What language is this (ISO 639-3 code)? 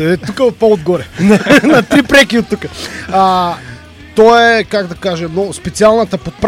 bul